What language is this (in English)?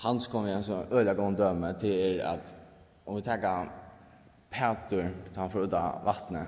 Faroese